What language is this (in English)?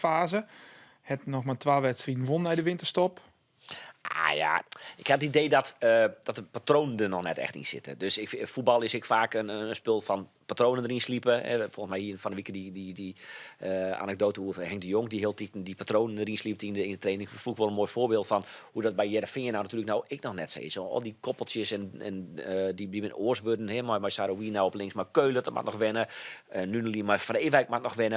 Western Frisian